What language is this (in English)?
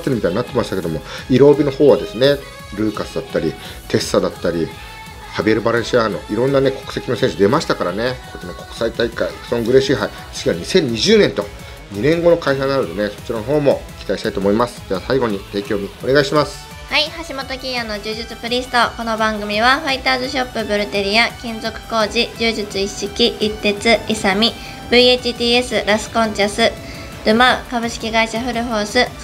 Japanese